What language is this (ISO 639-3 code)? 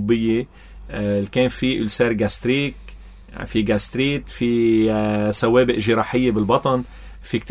apc